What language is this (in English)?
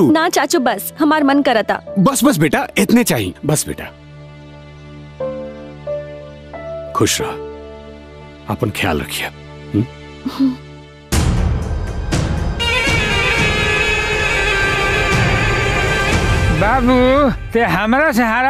Bhojpuri